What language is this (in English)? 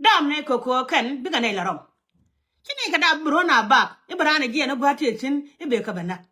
Nuer